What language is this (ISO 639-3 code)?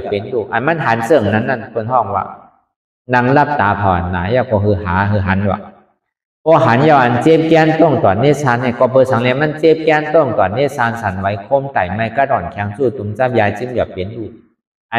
shn